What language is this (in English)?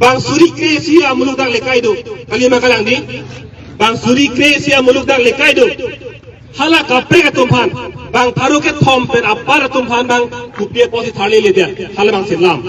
Karbi